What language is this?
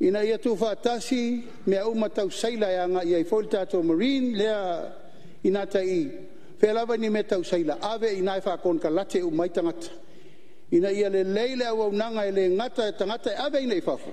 Samoan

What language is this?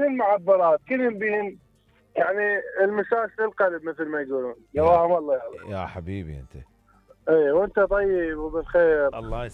Mesopotamian Arabic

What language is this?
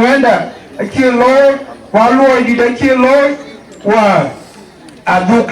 Dinka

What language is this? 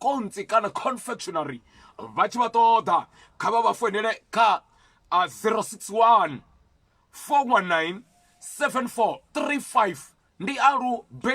Venda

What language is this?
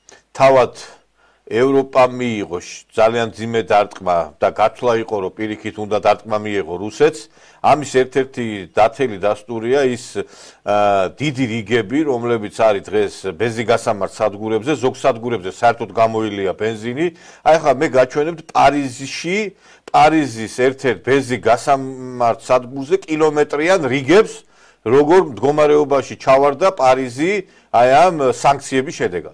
Georgian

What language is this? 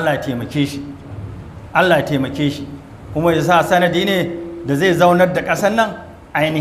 Hausa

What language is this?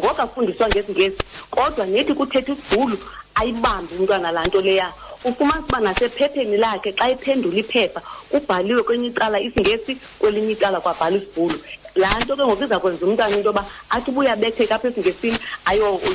Xhosa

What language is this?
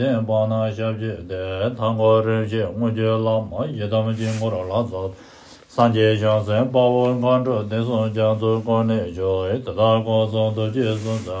Tibetan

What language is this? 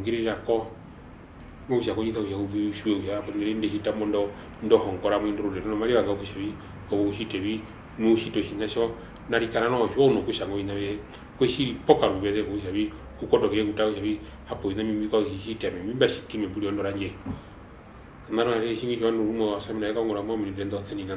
Swahili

